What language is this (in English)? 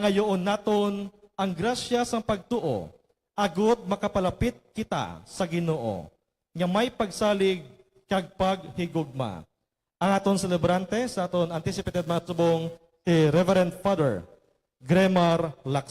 Hiligaynon